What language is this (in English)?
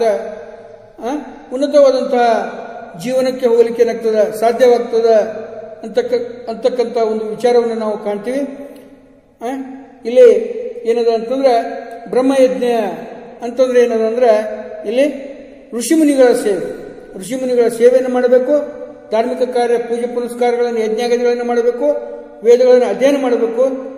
Kannada